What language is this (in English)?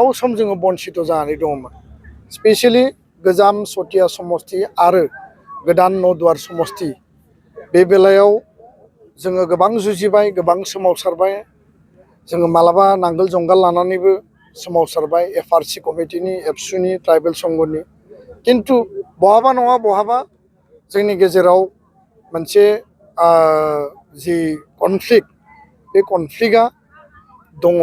Bodo